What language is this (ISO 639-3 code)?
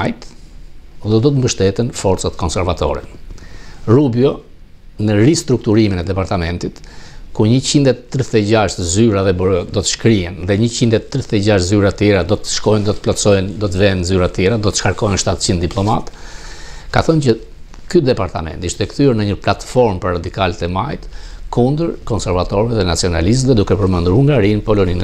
sqi